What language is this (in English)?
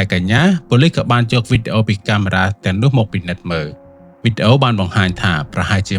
Khmer